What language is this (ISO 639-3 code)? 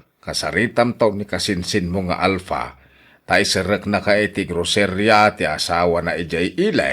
ilo